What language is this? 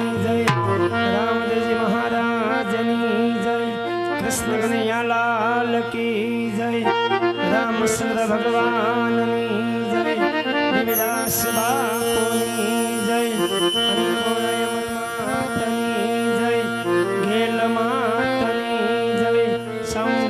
Gujarati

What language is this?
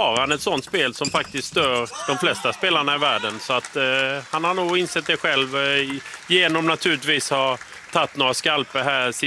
Swedish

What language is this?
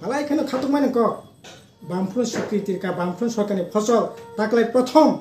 Kok Borok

